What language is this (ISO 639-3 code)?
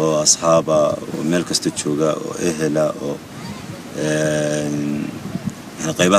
som